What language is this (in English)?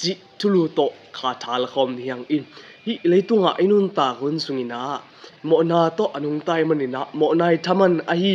Tedim Chin